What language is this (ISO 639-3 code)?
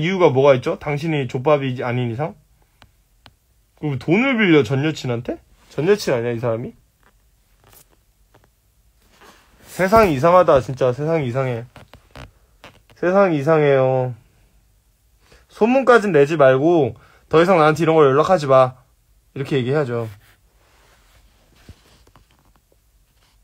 kor